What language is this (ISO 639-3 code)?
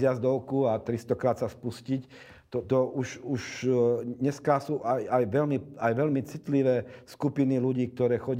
slk